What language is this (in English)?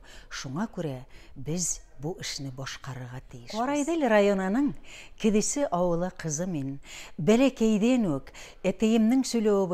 Bashkir